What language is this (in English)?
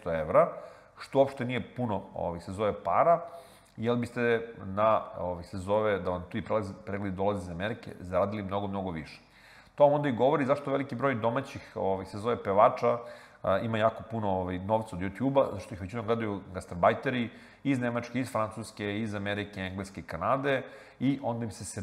Serbian